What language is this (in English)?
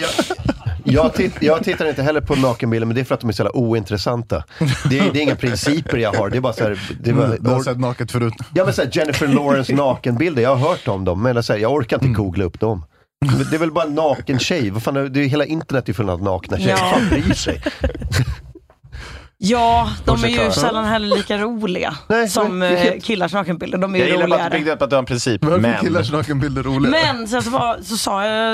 Swedish